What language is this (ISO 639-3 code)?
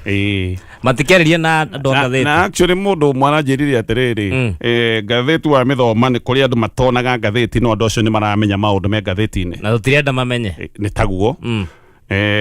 kik